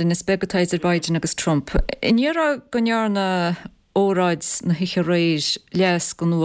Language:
Irish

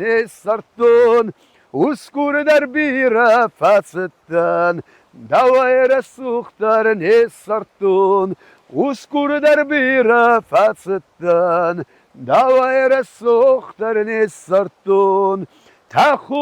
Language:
Ossetic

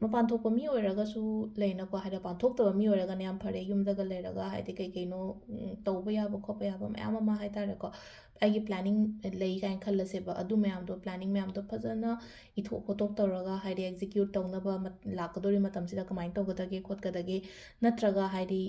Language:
Manipuri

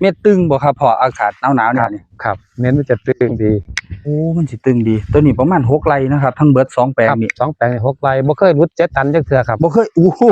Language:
Northeastern Thai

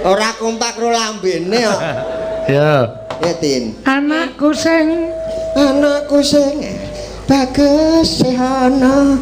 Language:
Javanese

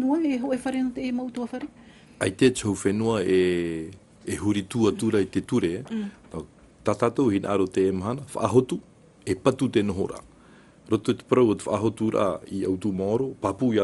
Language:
Tahitian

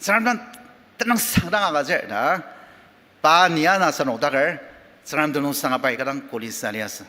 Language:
Ao Naga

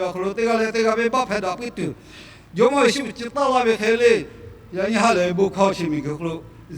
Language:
Lahu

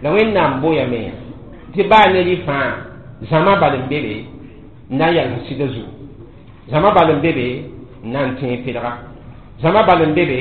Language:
Mossi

